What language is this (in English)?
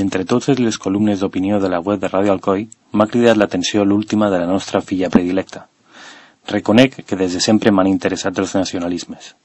Catalan